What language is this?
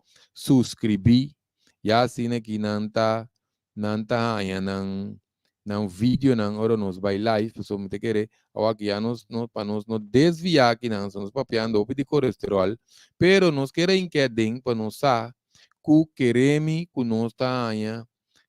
Papiamento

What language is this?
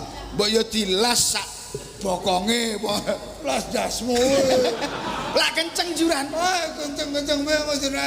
Javanese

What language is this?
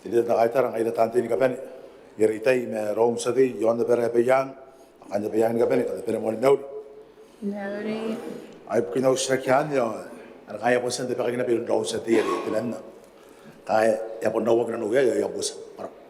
Gilbertese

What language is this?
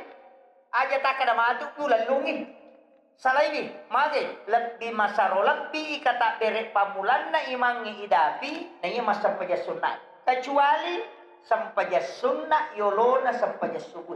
Buginese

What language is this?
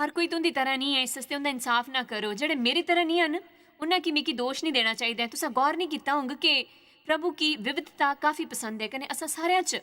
Dogri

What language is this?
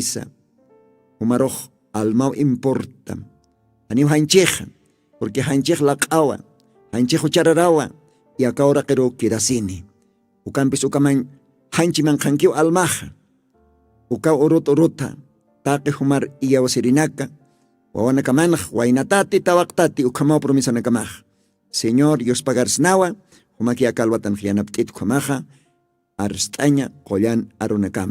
Aymara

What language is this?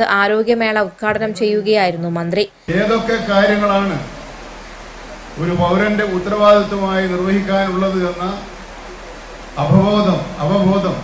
Malayalam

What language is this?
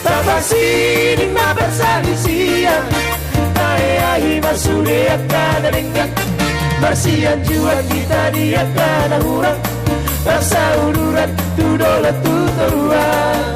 Batak Toba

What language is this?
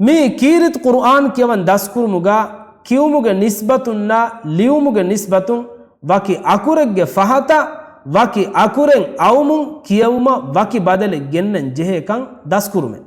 Divehi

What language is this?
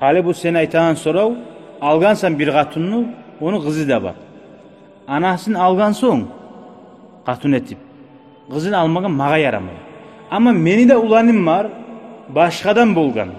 Kumyk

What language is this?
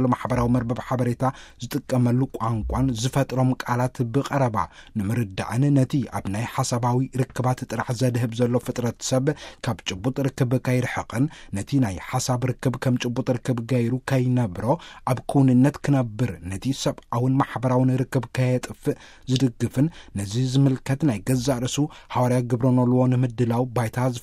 Tigrinya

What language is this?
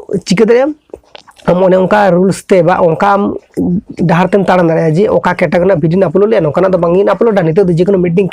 Santali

